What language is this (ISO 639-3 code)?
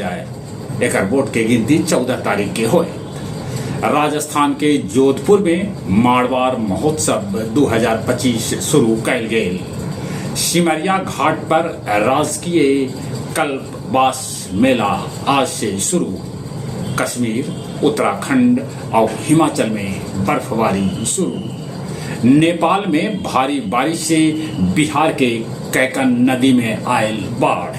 mag